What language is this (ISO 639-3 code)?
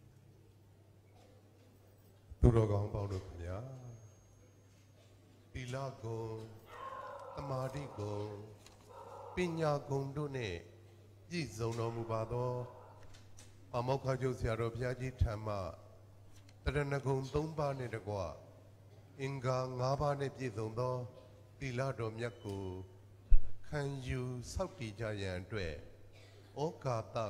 mya